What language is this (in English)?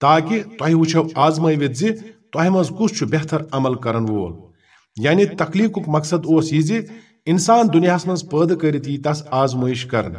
Kashmiri